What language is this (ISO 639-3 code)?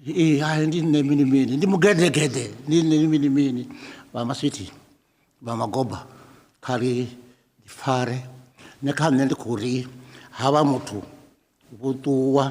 ven